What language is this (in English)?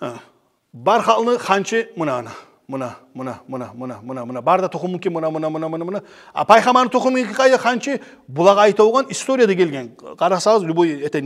Kumyk